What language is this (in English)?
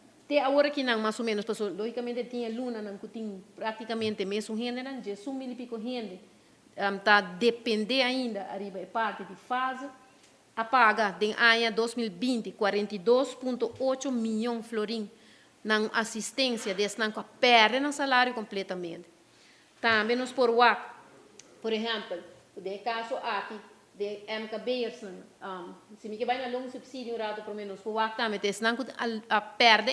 Papiamento